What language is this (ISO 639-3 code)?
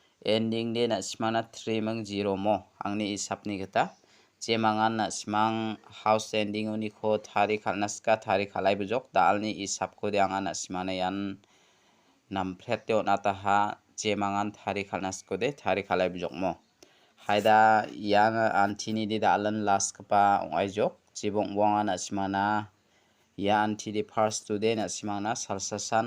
grt